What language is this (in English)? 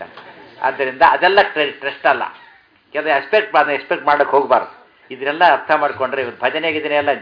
Kannada